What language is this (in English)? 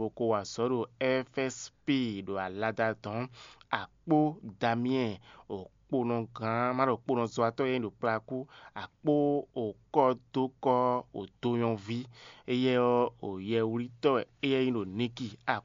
Fon